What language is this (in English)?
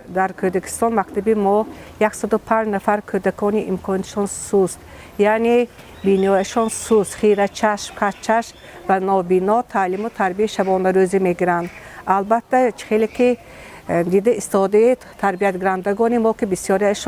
Tajik